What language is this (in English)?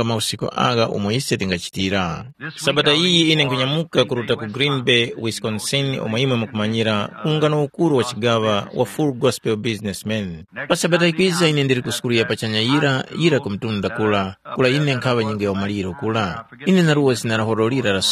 Tumbuka